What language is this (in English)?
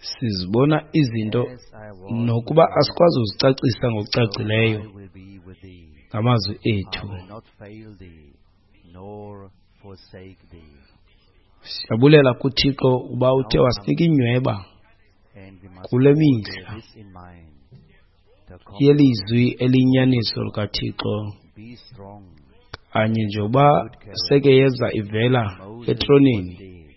Xhosa